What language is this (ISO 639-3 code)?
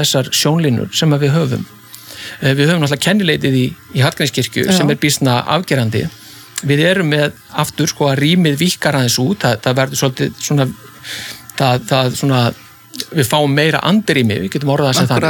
isl